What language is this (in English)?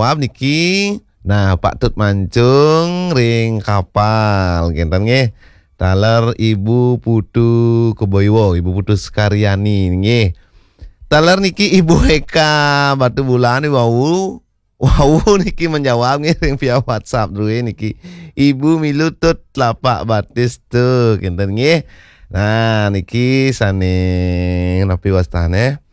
Balinese